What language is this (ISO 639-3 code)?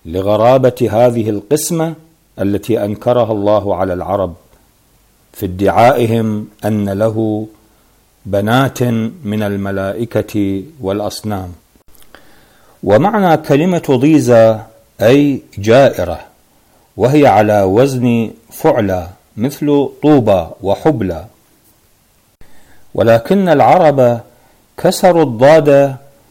ara